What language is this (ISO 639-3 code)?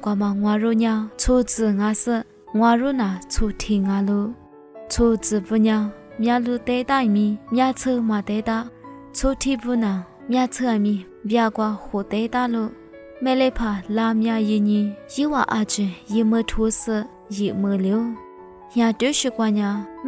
lis